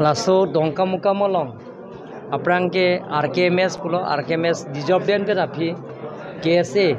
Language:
Karbi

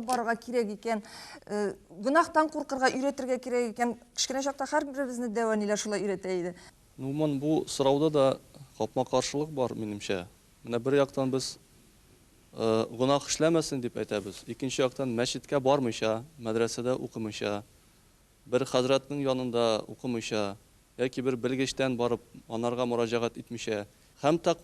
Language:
Tatar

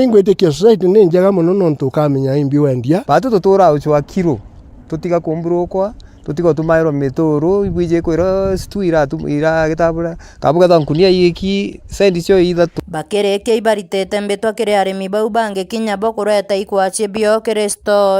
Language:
Meru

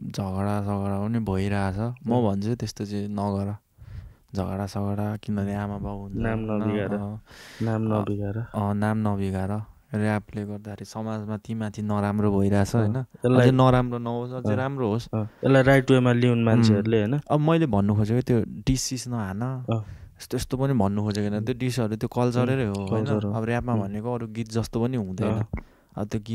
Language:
Nepali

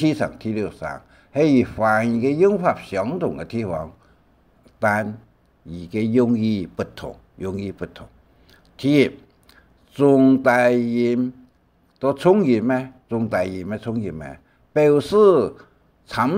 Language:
Hakka Chinese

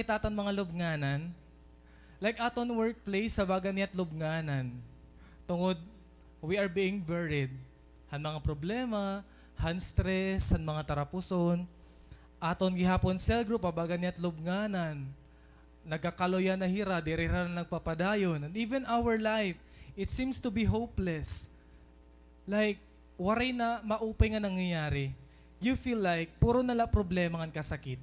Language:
Waray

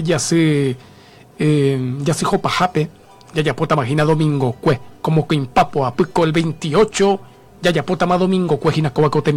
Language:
Guarani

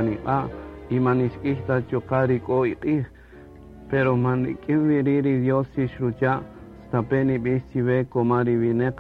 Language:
Kaqchikel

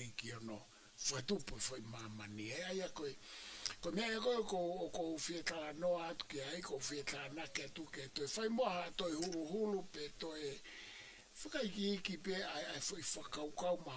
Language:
Tongan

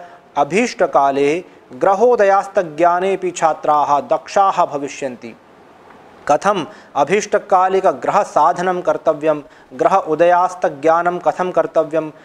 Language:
Sanskrit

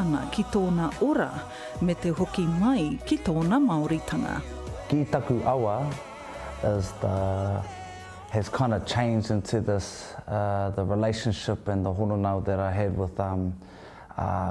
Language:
Māori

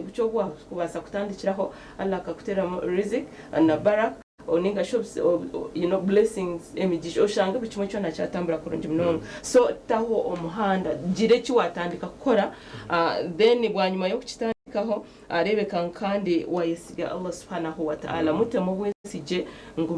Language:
Nyankole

